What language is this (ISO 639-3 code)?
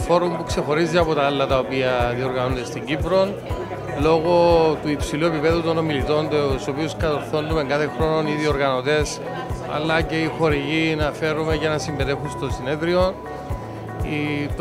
ell